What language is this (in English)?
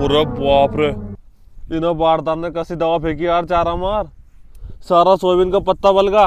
Rajasthani